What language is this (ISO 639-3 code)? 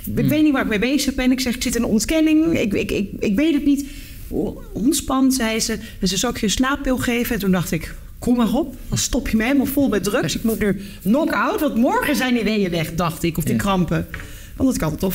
nld